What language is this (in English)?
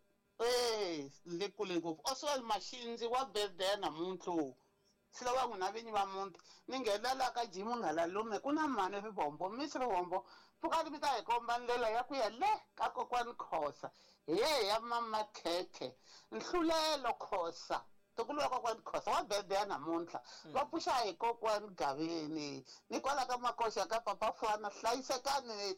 Tsonga